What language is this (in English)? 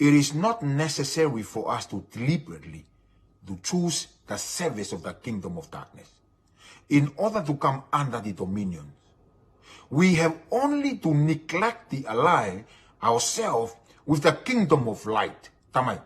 Tongan